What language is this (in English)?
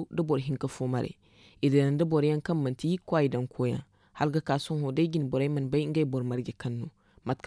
Zarma